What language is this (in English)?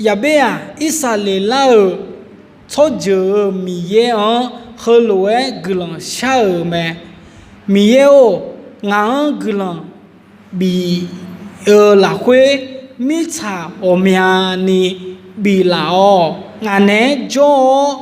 Akha